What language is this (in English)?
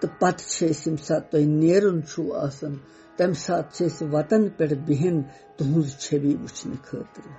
Kashmiri